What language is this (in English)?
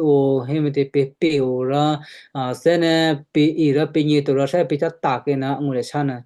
Western Kayah